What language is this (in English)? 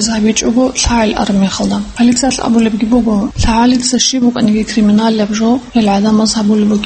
Avaric